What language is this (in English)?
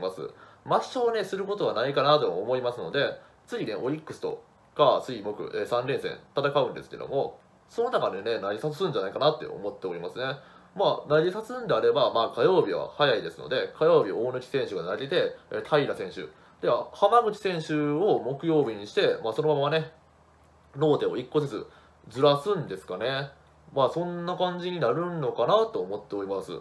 Japanese